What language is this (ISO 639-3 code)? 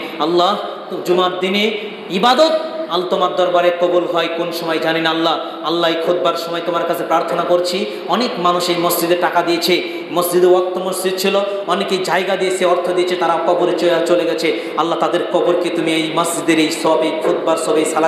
ben